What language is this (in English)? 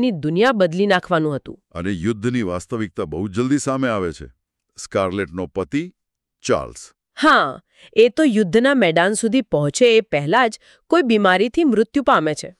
Gujarati